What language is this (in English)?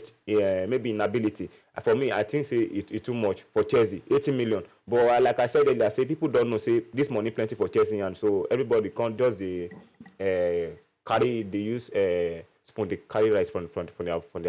Nigerian Pidgin